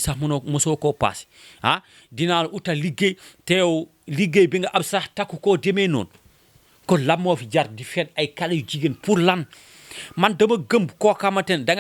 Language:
Wolof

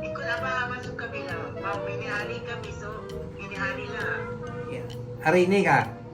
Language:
Iban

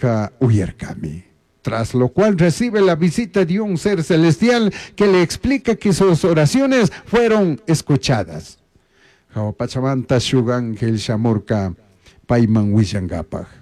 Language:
Chimborazo Highland Quichua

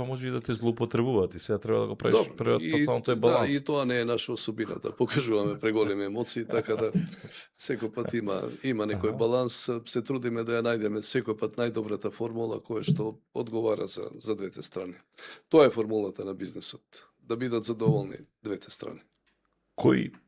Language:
Macedonian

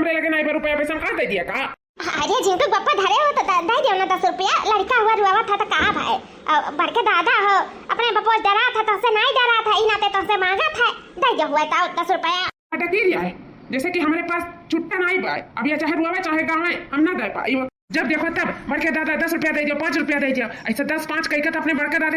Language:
Awadhi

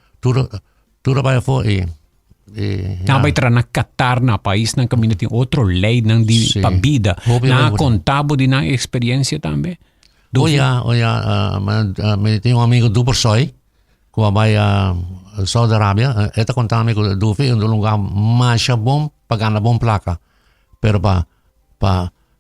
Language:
Papiamento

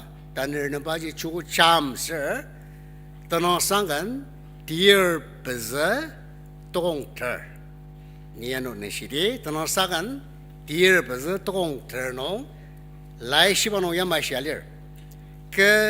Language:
Ao Naga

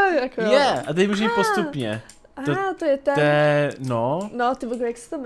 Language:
Czech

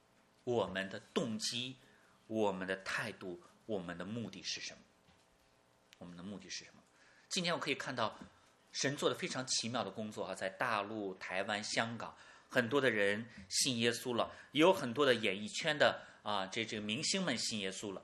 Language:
Chinese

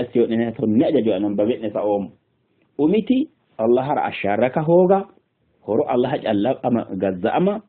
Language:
Sidamo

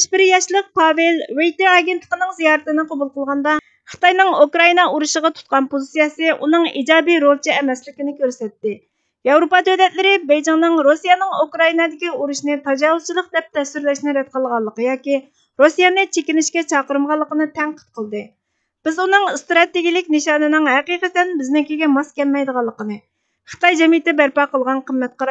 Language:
Uyghur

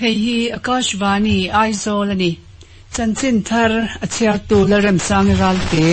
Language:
Mizo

